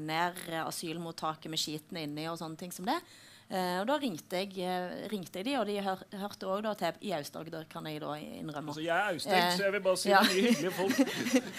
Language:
Norwegian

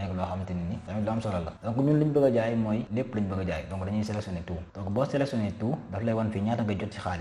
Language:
Wolof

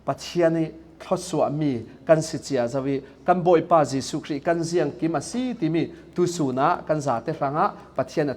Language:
Falam Chin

